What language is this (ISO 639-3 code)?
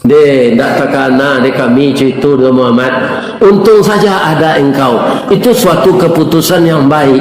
min